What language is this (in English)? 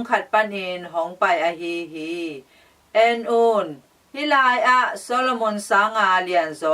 Tedim Chin